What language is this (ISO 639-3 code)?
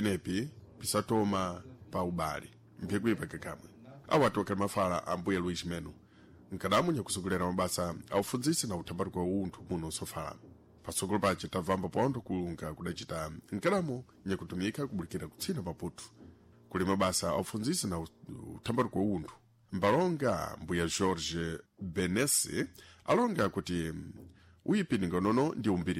seh